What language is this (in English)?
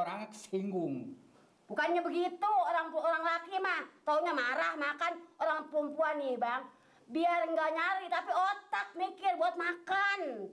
Betawi